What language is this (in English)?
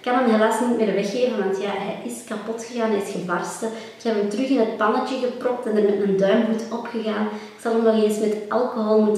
Dutch